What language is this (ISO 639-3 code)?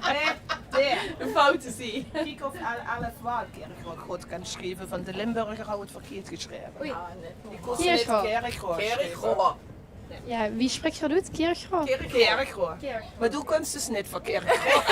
lim